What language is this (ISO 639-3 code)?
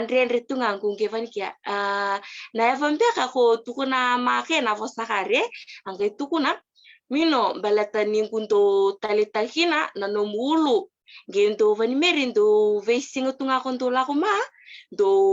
fij